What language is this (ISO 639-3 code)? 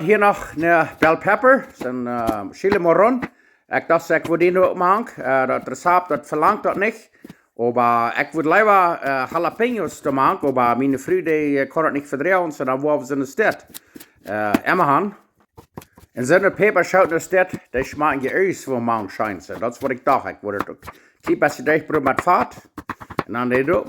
pdt